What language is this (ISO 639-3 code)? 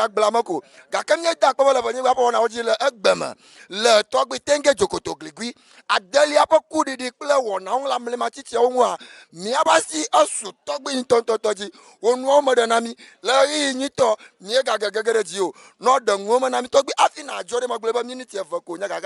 ewe